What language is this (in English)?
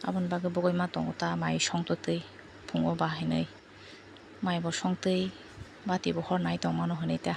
Kok Borok